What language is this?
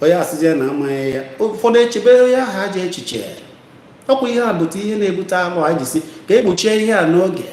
Igbo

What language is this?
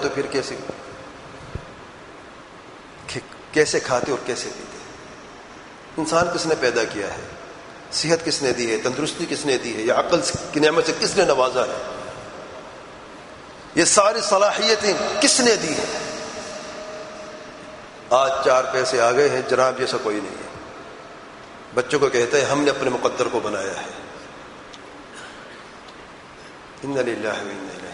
Urdu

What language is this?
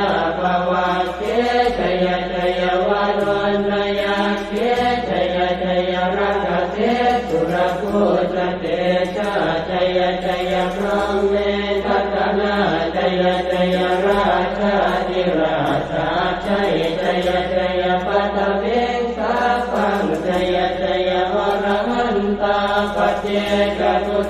Pali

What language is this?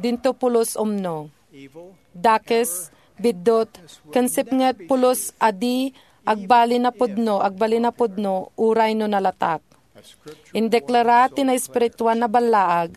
Iloko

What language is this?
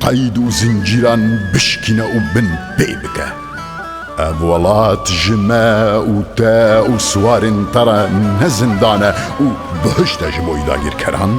Kurdish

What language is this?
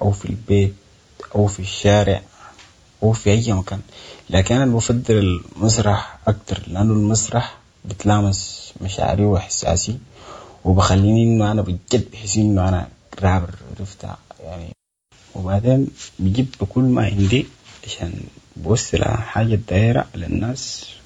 Sudanese Arabic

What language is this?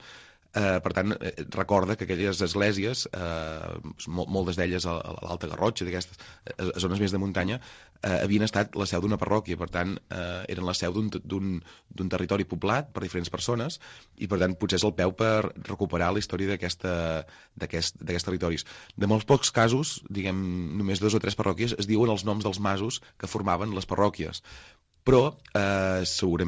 Catalan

